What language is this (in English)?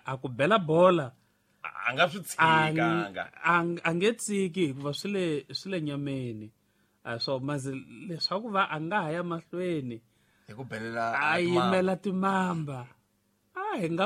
Tsonga